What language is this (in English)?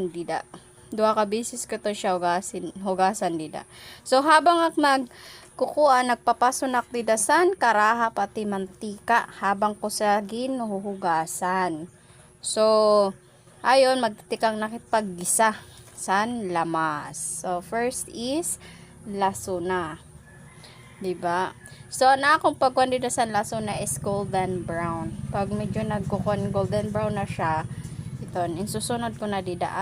Waray